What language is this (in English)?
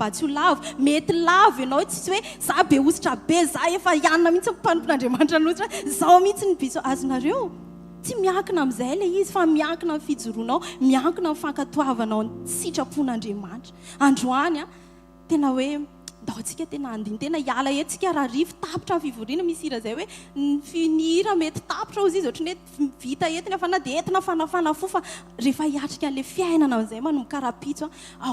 Malagasy